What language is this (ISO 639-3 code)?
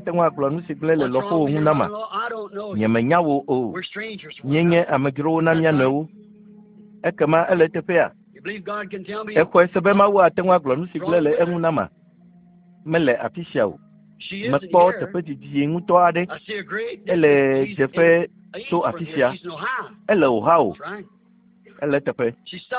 ewe